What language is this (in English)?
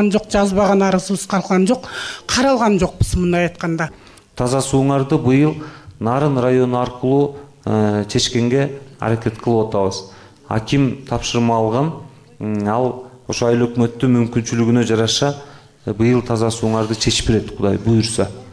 Kyrgyz